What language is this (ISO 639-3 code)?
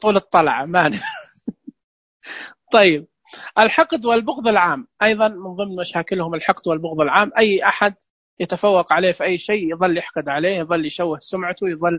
ars